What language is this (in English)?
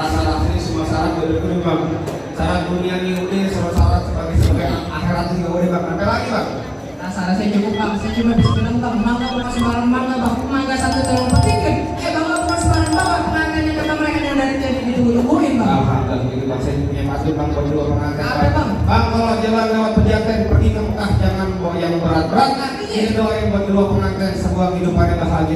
Betawi